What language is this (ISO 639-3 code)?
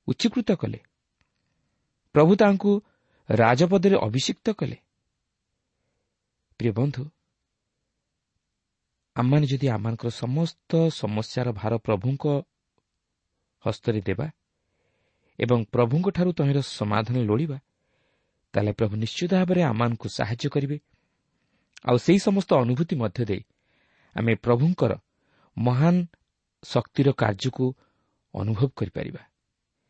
ori